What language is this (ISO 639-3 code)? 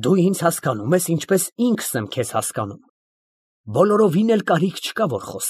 hye